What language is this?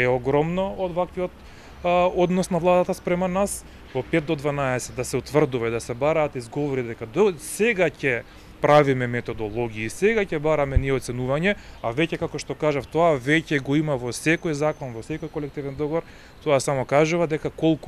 Macedonian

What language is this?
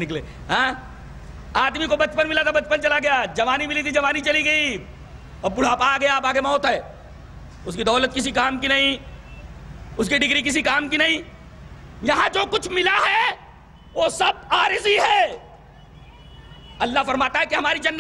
Urdu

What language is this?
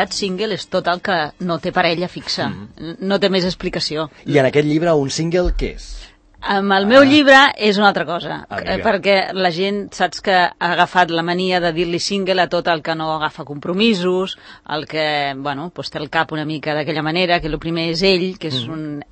Catalan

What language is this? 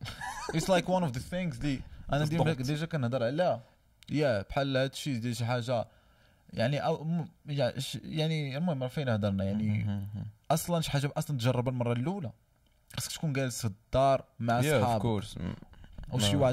Moroccan Arabic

